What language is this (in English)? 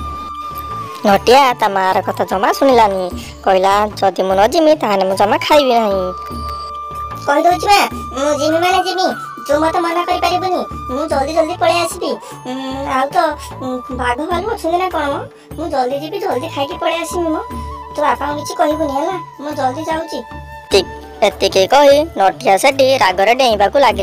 Odia